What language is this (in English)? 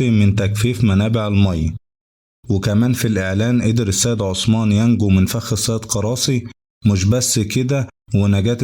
Egyptian Arabic